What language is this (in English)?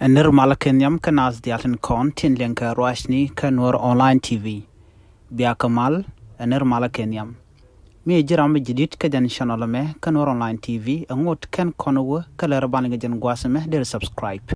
Nuer